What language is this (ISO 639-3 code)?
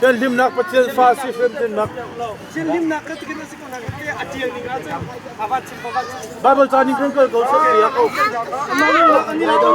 cnh